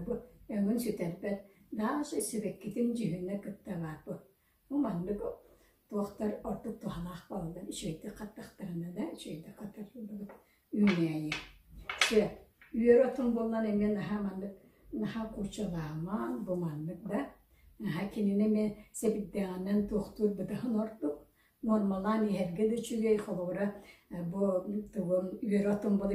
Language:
Yakut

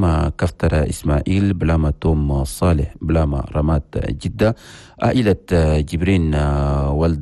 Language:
Chadian Arabic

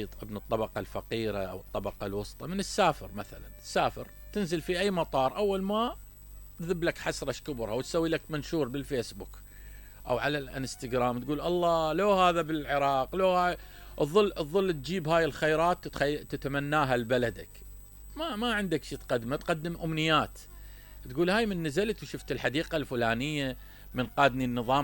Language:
Mesopotamian Arabic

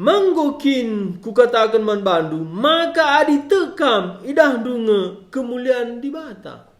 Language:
Batak Karo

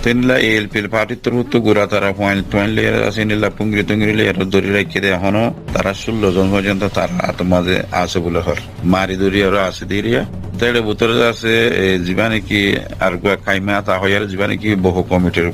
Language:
Rohingya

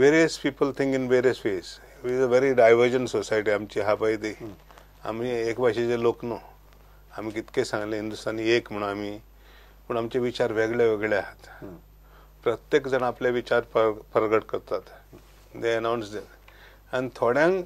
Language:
Konkani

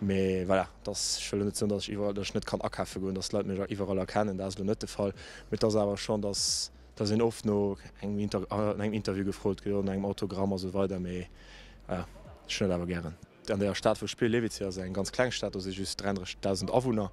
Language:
Luxembourgish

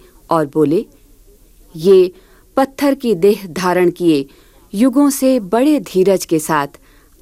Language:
Hindi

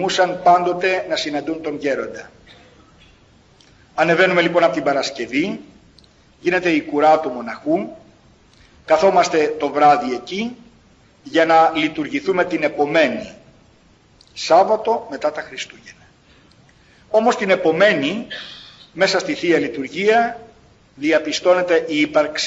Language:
Greek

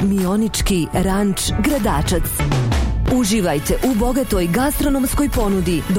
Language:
Bosnian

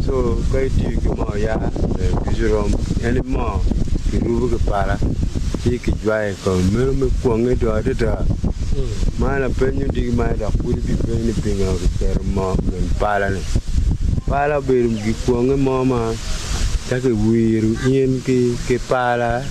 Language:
Acoli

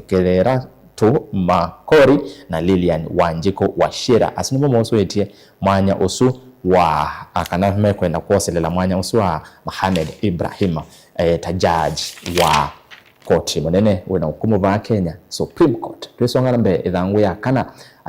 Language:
Kamba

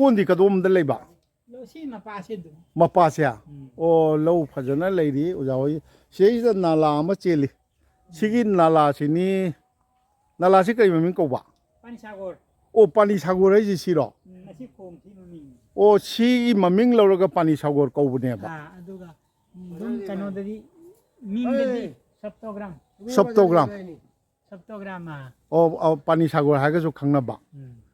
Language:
Manipuri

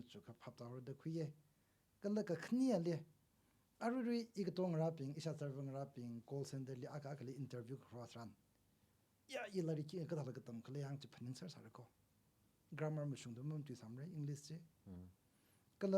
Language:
Tangkhul Naga (India)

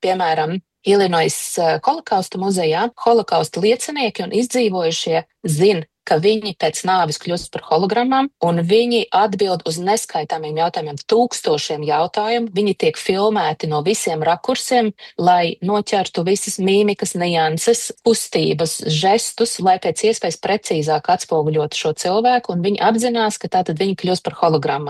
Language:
Latvian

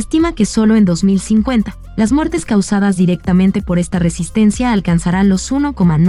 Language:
Spanish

